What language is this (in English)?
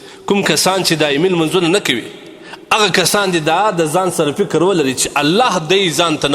Pashto